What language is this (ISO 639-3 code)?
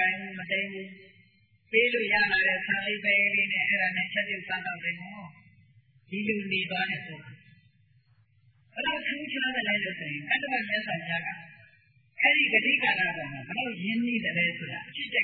mya